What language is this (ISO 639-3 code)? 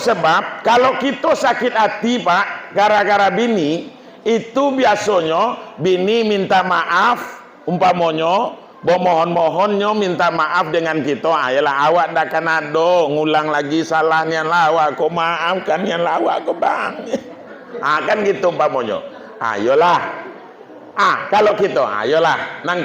min